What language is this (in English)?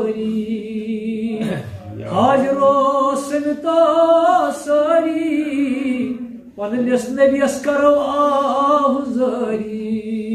Kashmiri